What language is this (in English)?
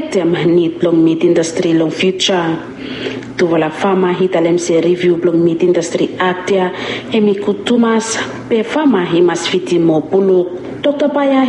Bislama